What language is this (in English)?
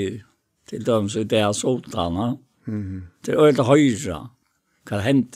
Faroese